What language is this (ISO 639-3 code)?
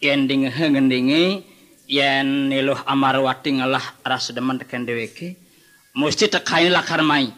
ban